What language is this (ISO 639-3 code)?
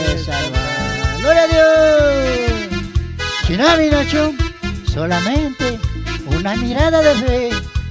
qug